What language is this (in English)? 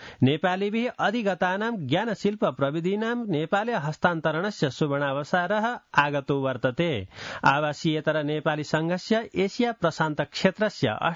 Sanskrit